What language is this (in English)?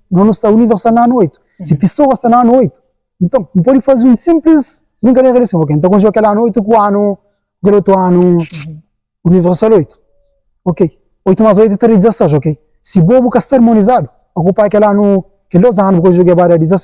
Kabuverdianu